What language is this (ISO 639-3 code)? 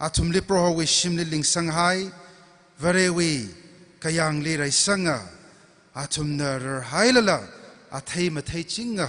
nmf